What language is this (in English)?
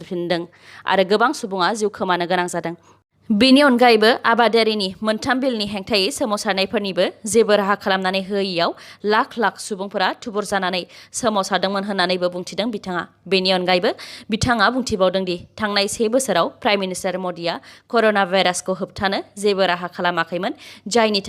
Bodo